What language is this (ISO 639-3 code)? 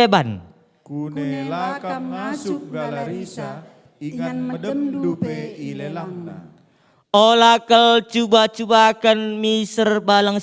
btx